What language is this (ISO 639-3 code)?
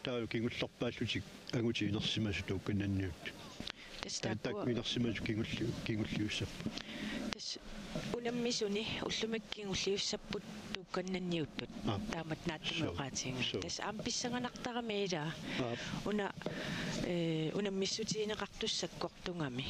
kal